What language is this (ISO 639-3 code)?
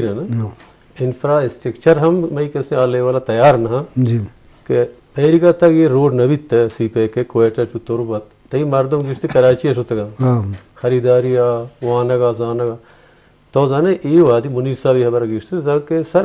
bgp